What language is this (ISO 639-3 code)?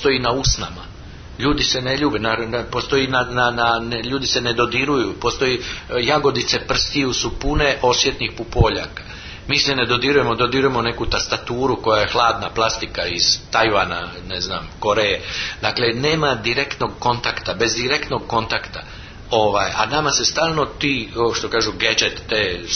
hrv